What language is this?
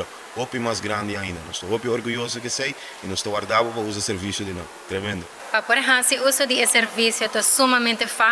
Papiamento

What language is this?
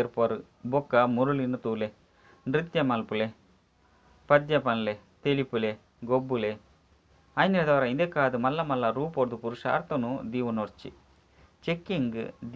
Tulu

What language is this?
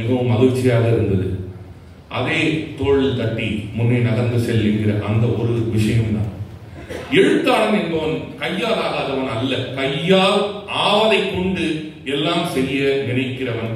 Tamil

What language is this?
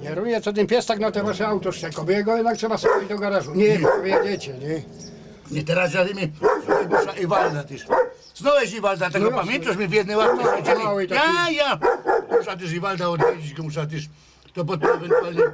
Silesian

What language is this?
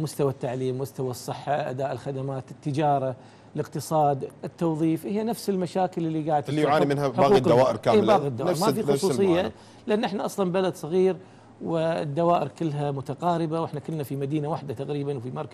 Gulf Arabic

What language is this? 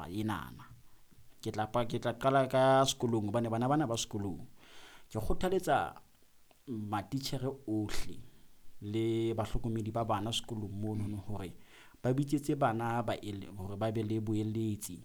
Southern Sotho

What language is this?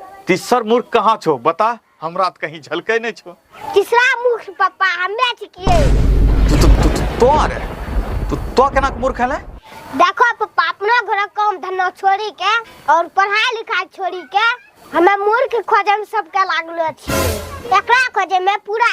Angika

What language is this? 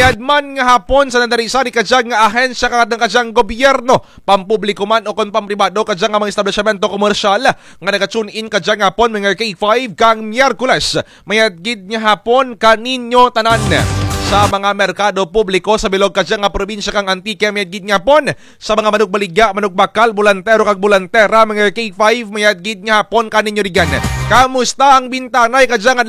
Kinaray-a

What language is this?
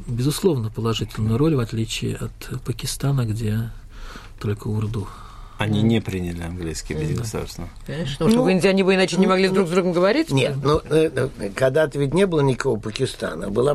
Russian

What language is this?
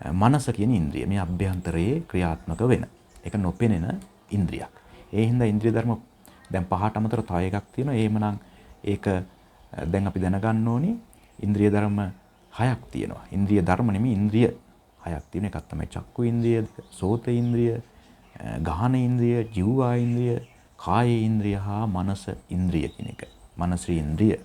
Sinhala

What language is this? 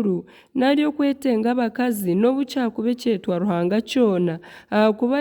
Nyankole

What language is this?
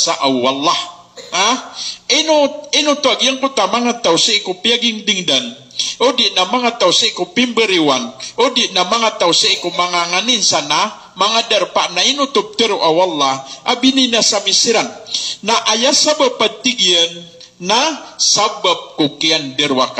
Maranao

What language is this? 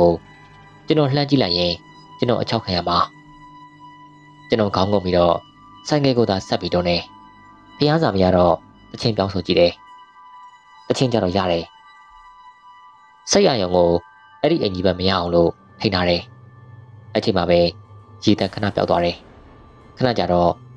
Burmese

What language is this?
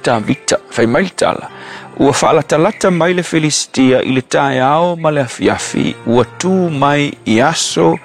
Samoan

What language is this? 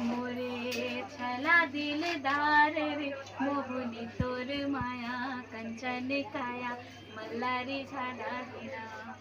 Chhattisgarhi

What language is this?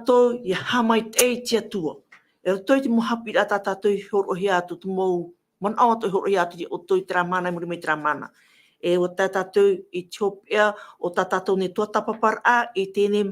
Tahitian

